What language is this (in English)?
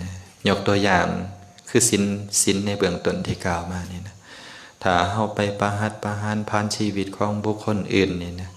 Lao